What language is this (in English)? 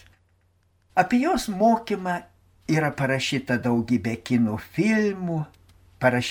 Lithuanian